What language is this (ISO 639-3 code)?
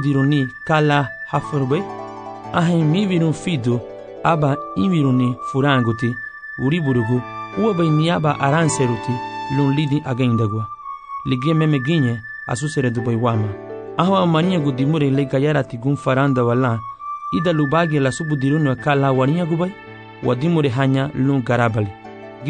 cab